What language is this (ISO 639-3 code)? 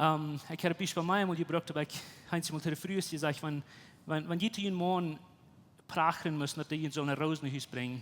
pdt